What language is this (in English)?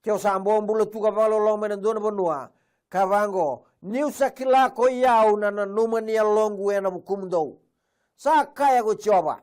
Fijian